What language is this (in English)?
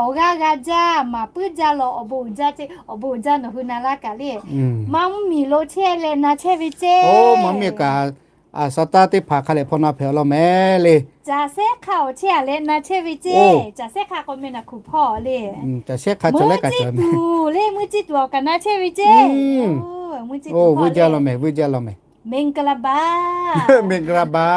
Lahu